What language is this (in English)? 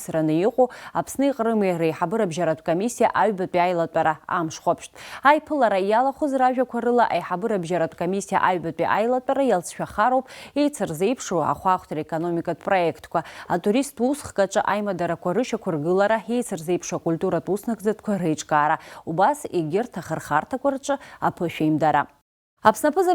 Abkhazian